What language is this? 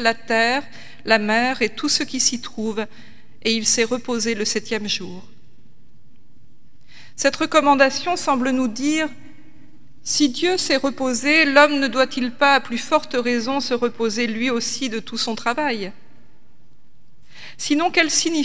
French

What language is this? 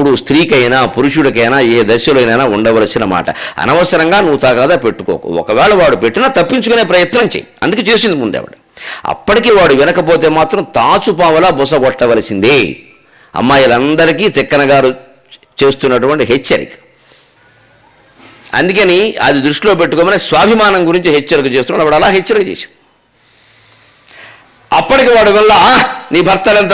Telugu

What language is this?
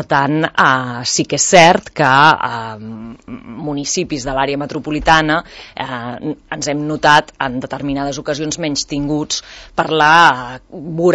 Catalan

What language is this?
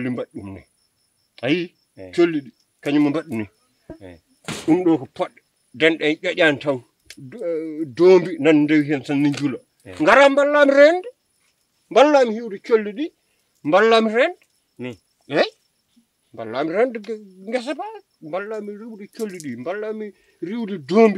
Fula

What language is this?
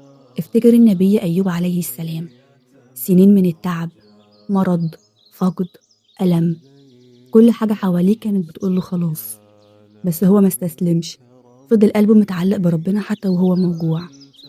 Egyptian Arabic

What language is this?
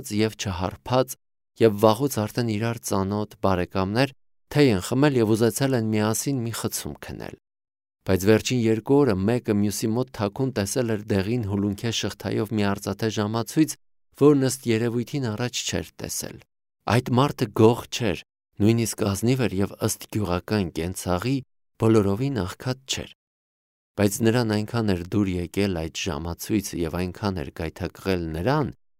Armenian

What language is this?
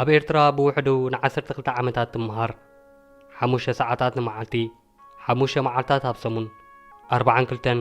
Tigrinya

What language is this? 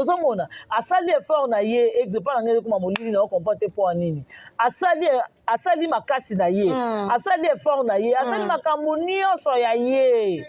Lingala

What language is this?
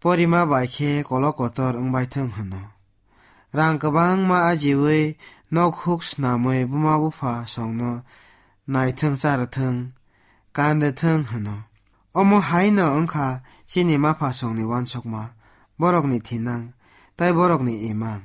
Kok Borok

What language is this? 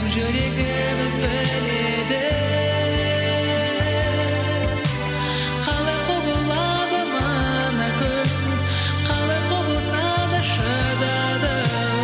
Kazakh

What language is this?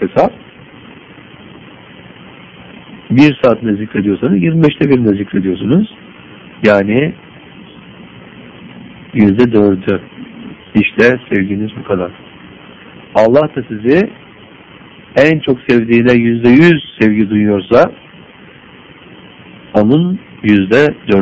Turkish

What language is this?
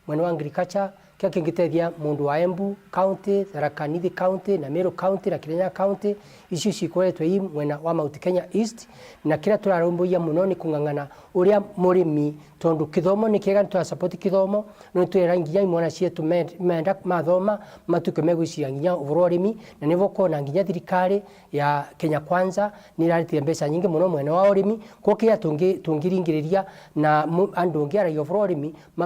Meru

